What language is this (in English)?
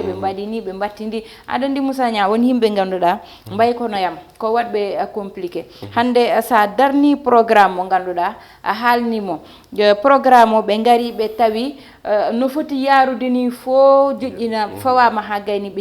Fula